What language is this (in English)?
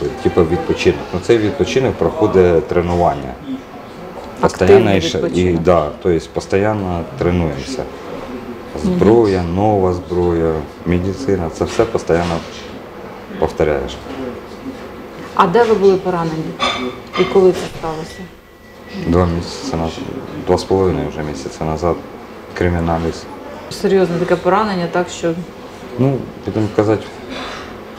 Ukrainian